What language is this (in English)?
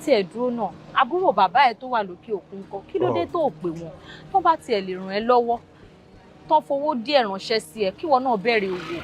Yoruba